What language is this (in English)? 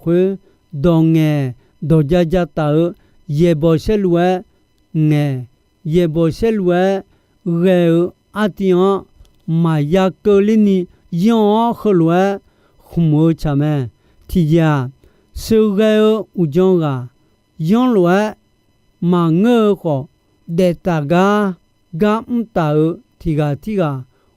Akha